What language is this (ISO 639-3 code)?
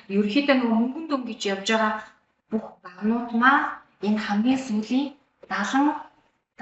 mon